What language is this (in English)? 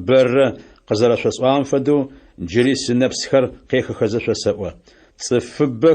Adyghe